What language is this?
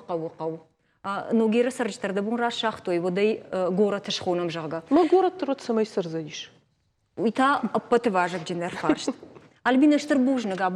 Ossetic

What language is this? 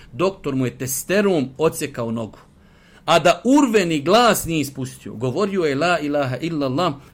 Bosnian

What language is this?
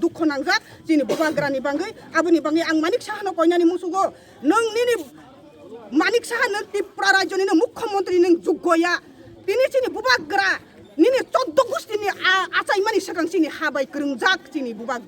Kok Borok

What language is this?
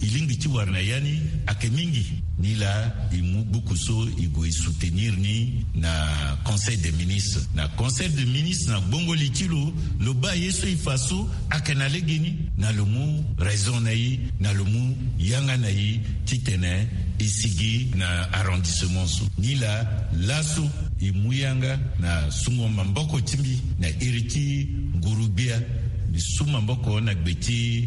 Sango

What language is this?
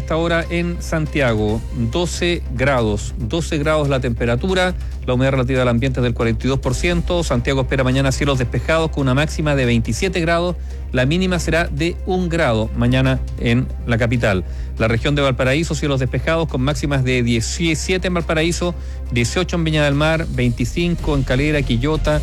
Spanish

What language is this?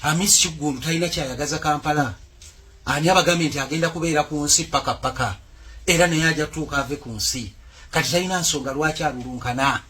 Ganda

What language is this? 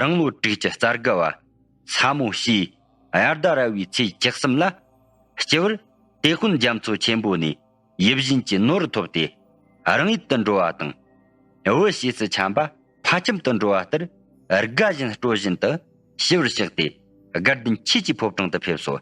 Tibetan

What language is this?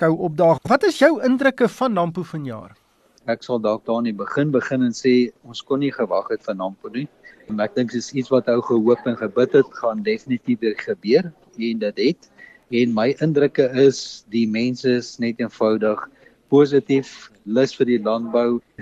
Afrikaans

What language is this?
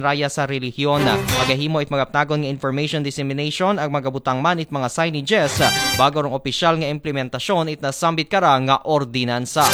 Aklanon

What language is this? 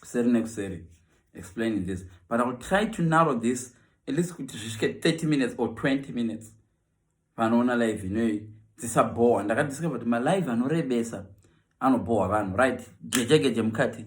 Shona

